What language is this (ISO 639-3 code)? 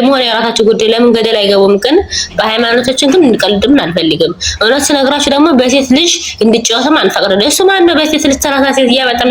amh